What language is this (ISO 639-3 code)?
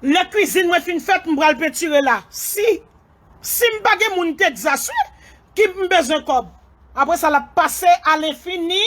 hat